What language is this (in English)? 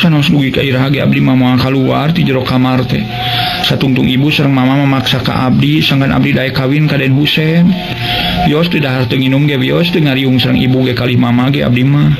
Sundanese